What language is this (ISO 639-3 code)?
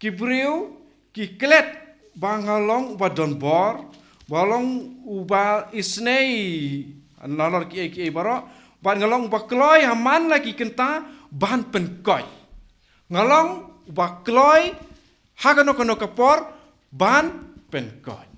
kha